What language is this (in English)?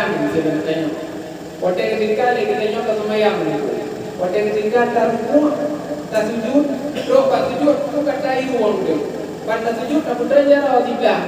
Achinese